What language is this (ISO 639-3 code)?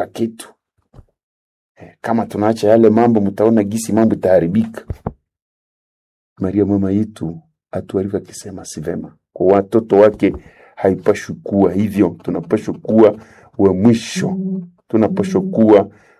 swa